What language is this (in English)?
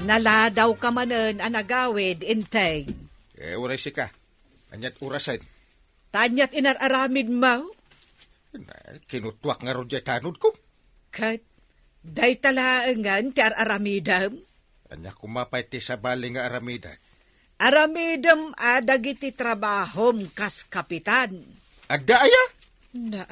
Iloko